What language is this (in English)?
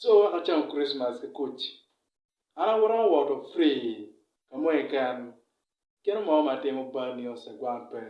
Acoli